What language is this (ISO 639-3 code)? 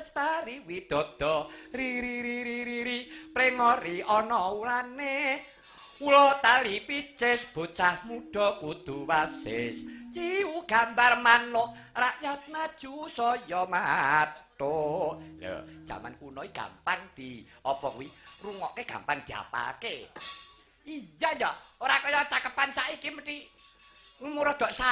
jav